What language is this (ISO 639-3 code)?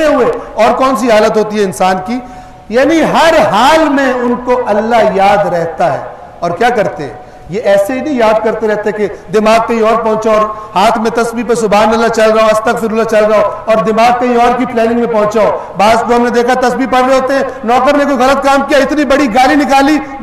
urd